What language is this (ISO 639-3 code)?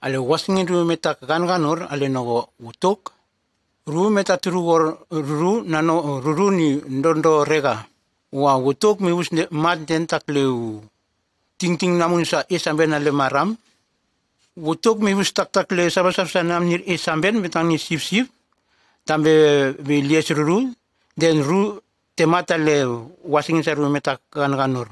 tgs